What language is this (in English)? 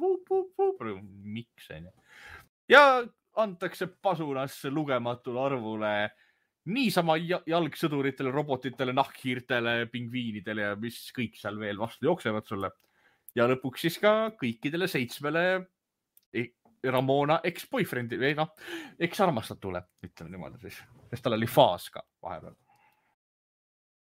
Estonian